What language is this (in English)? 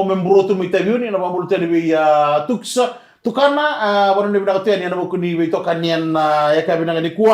Fijian